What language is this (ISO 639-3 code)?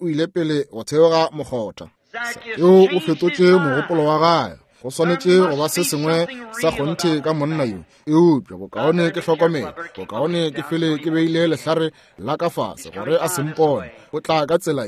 nso